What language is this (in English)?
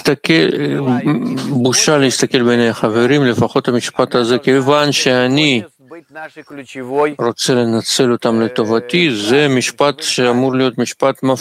Hebrew